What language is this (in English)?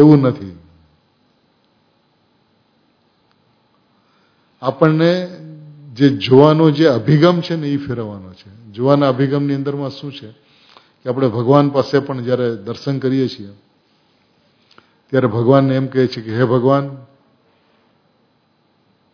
Gujarati